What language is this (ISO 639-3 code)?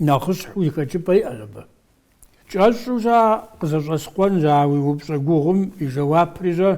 kbd